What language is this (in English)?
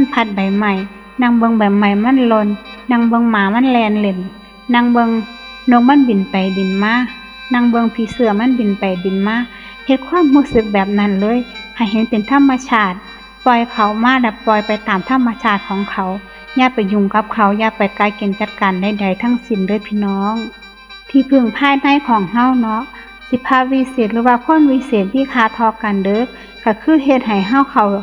Northeastern Thai